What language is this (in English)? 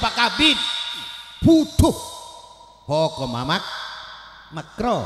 Madurese